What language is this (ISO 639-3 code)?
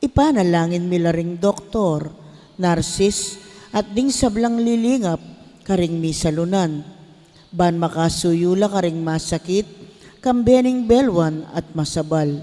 pam